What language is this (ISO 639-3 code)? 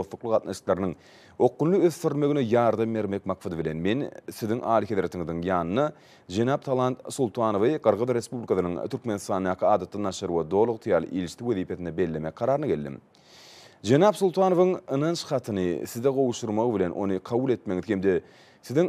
tuk